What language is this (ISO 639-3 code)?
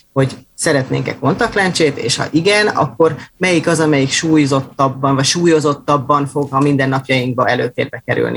hun